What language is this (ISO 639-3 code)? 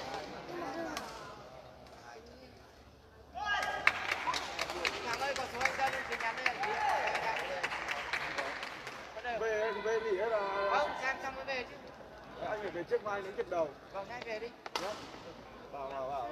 vie